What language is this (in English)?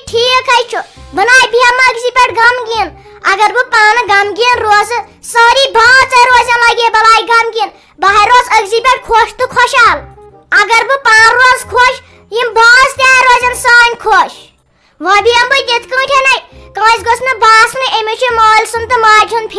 Kashmiri